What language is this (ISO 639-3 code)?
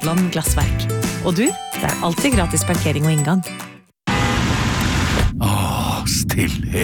nor